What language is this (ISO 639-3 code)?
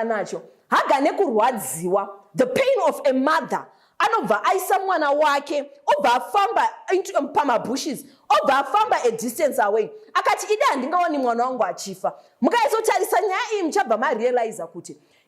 sna